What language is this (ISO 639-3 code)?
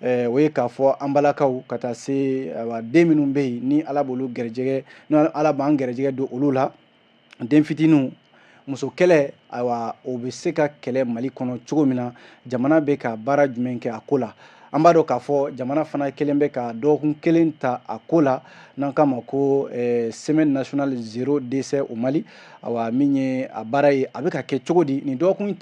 bam